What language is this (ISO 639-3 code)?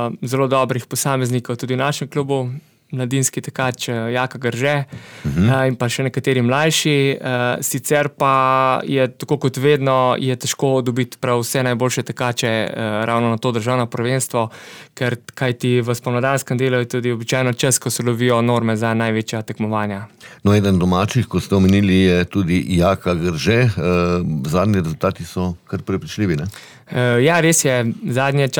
slv